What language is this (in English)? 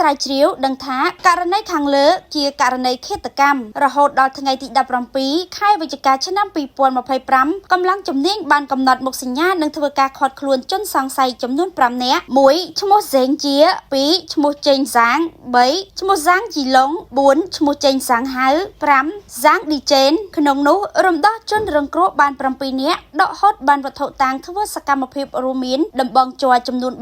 Khmer